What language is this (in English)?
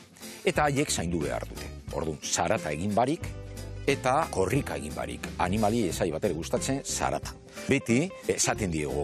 Basque